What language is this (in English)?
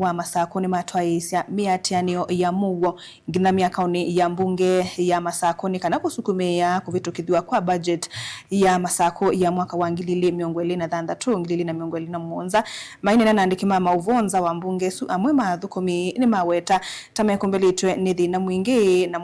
Kamba